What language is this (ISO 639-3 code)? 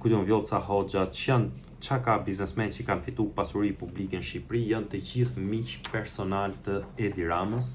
sqi